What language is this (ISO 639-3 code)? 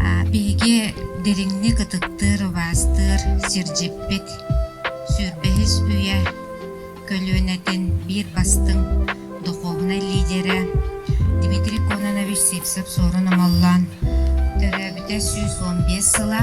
sah